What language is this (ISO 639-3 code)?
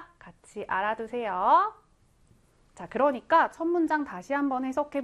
kor